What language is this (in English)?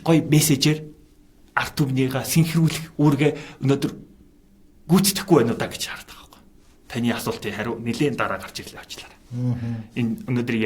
Mongolian